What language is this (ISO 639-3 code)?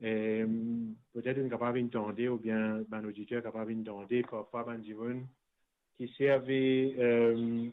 mfe